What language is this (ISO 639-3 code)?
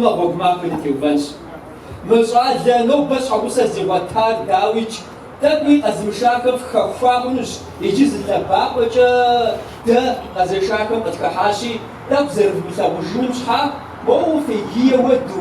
kbd